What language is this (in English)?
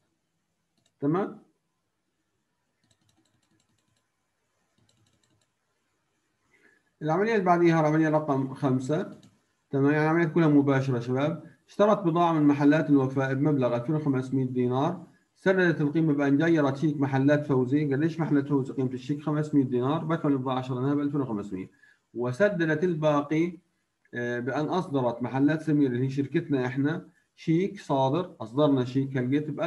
South Levantine Arabic